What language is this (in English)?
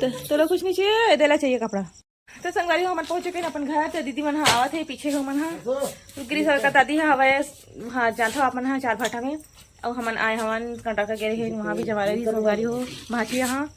Chhattisgarhi